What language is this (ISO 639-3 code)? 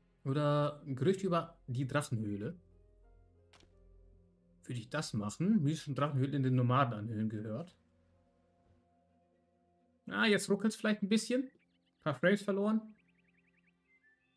deu